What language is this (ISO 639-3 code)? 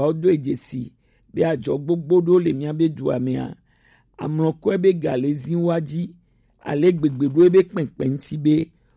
gej